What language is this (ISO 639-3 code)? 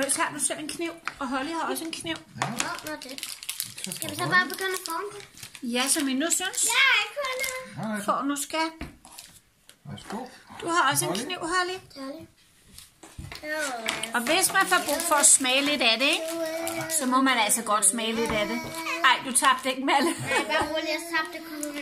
dan